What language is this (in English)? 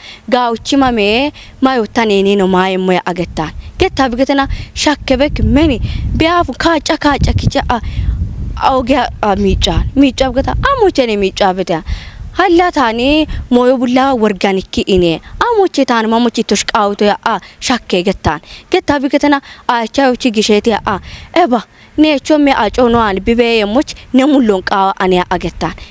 Kafa